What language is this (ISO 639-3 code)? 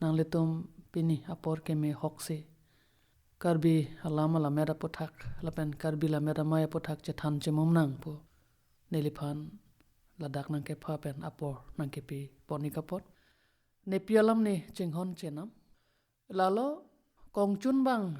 mjw